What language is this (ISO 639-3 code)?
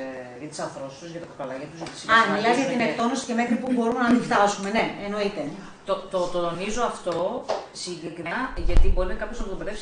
ell